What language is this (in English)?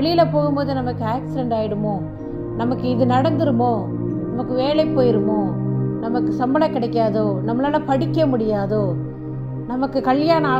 Tamil